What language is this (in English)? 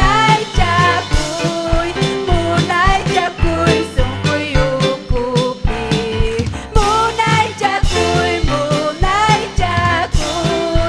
Ayacucho Quechua